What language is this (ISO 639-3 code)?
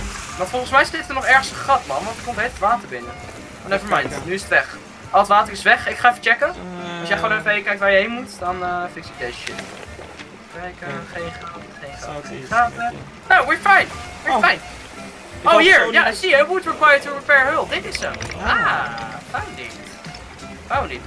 nld